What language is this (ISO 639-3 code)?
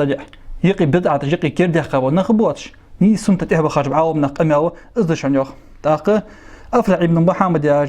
inh